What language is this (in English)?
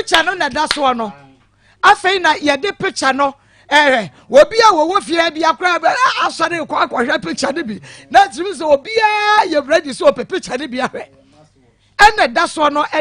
Akan